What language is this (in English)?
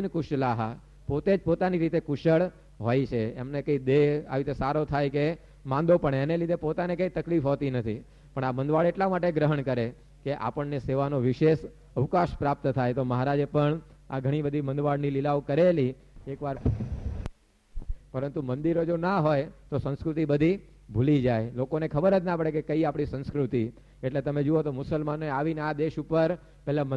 Gujarati